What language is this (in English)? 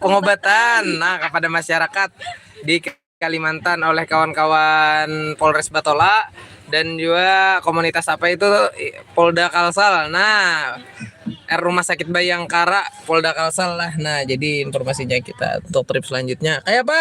Banjar